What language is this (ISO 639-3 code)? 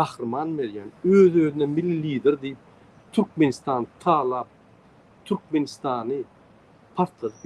tuk